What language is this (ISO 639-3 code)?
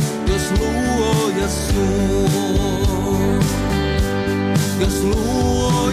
fin